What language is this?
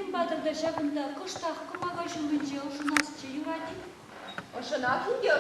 Chuvash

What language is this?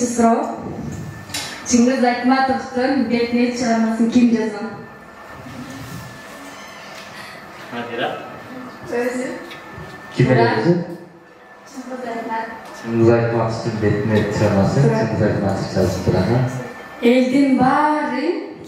Kyrgyz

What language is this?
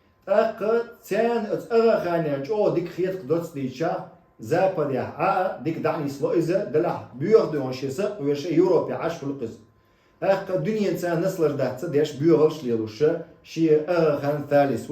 Chechen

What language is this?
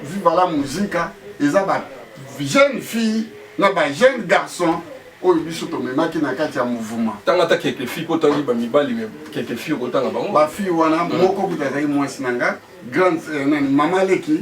Lingala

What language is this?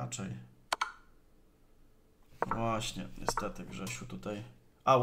Polish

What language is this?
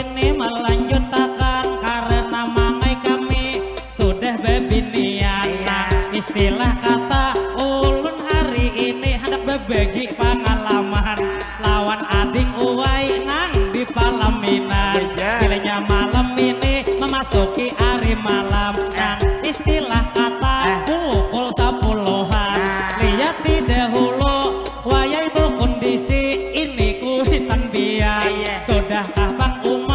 Banjar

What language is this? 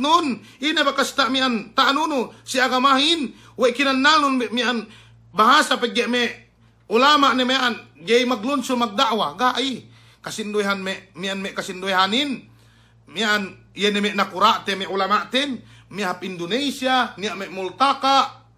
Yakan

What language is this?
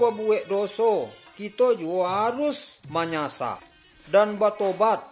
Minangkabau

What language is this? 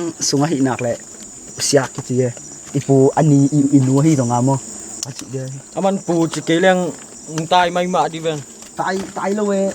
Tedim Chin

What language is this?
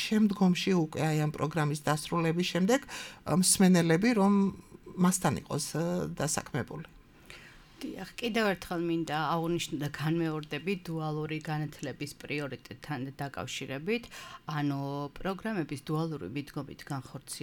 Georgian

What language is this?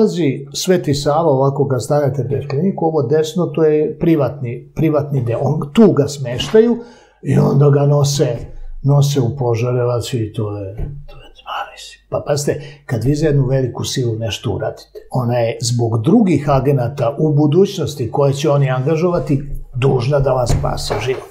Serbian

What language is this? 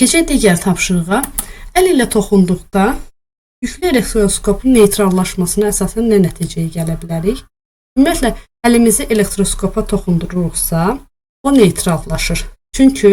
Azerbaijani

